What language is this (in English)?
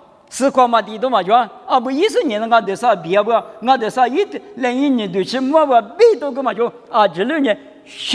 Lisu